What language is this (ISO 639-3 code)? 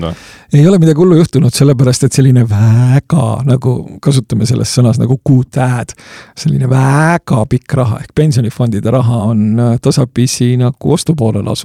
est